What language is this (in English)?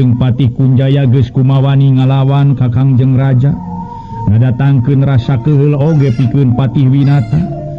Sundanese